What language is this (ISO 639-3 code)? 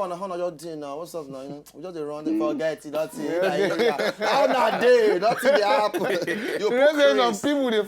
pcm